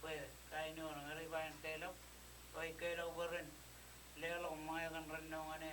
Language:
Marshallese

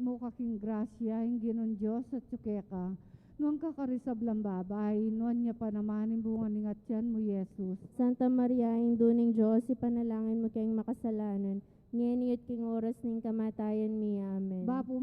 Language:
Pampanga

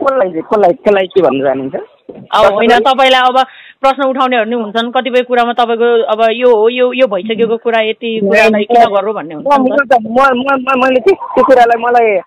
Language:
Nepali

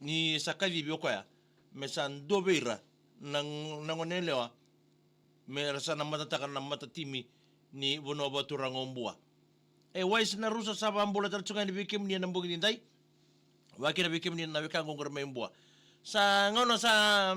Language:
Fijian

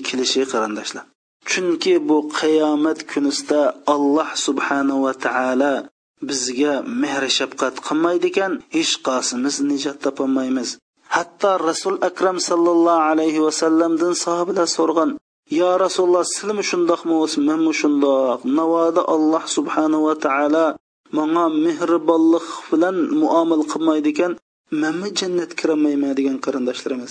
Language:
Uyghur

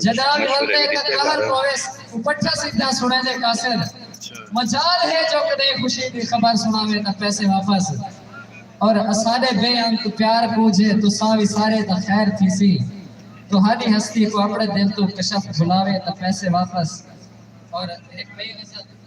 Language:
Saraiki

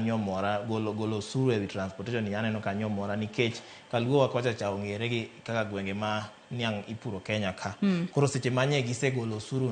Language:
Luo (Kenya and Tanzania)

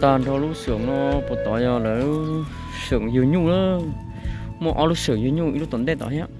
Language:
Hmong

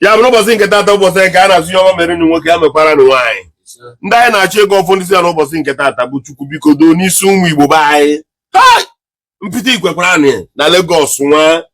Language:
Igbo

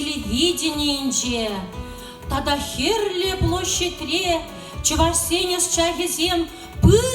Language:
Chuvash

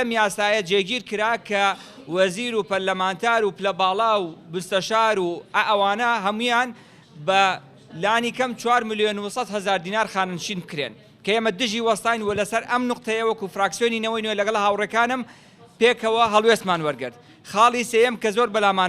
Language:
Central Kurdish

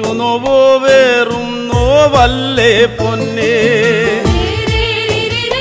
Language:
Malayalam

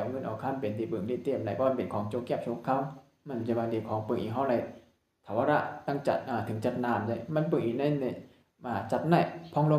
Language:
Shan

